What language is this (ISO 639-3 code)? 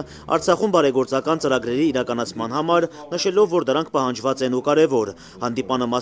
hye